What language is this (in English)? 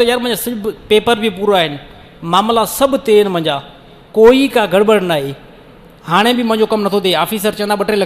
Sindhi